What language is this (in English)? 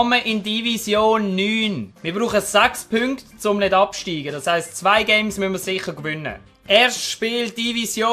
Swiss German